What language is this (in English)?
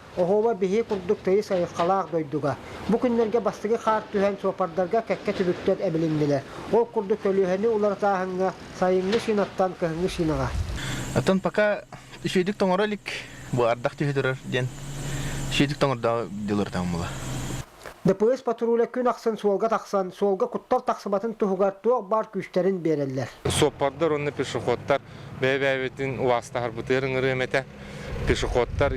Yakut